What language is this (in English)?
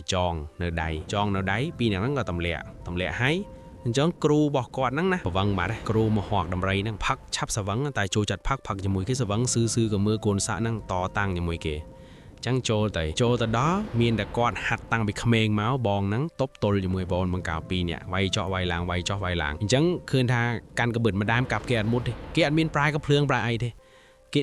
Khmer